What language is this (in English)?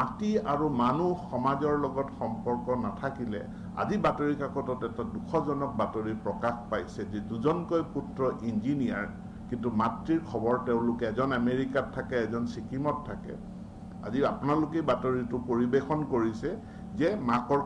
Assamese